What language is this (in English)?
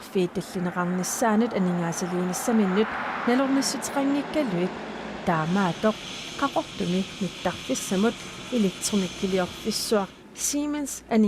Kalaallisut